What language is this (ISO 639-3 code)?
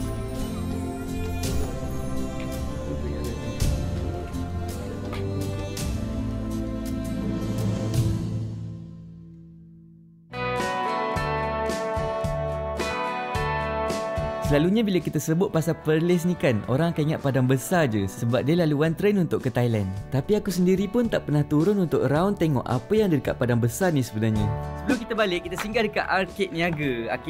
msa